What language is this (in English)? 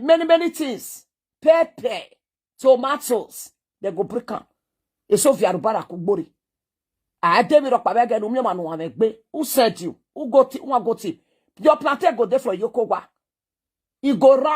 Nigerian Pidgin